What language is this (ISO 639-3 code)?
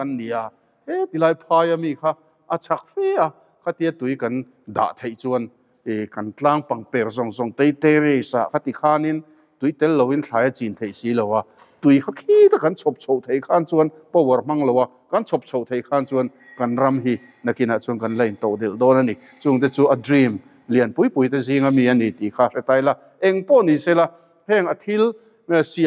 lus